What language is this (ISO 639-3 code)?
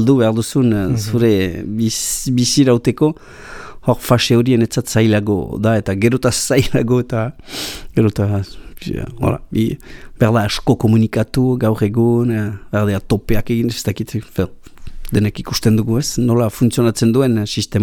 eus